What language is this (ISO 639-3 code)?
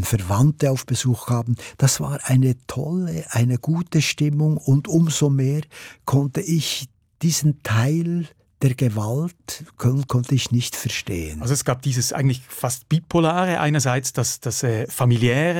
deu